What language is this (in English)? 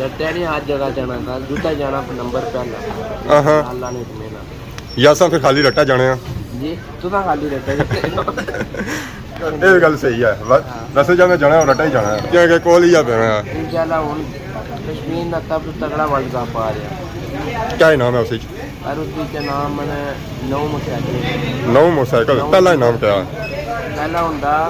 Pahari-Potwari